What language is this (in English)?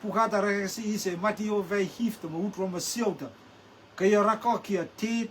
Rotuman